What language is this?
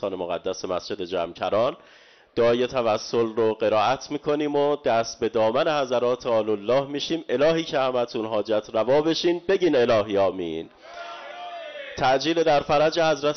Persian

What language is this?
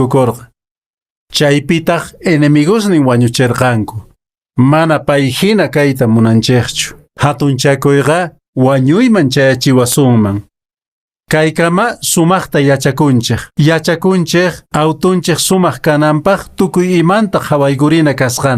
Quechua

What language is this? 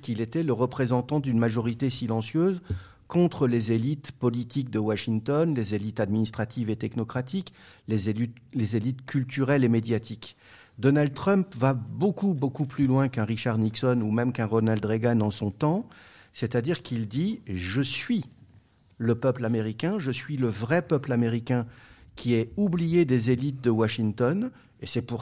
French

